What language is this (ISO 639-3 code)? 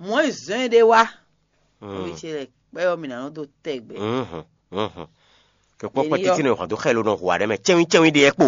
fon